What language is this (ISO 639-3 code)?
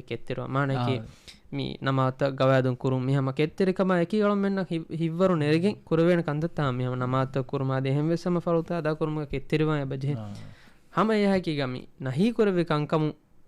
div